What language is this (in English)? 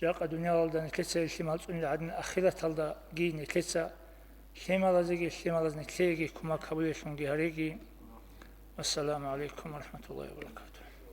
Avaric